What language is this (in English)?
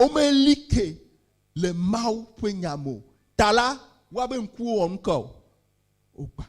Ewe